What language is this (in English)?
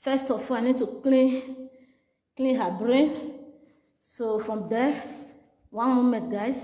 Nigerian Pidgin